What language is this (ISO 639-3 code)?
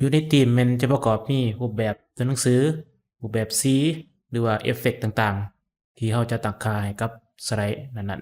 lao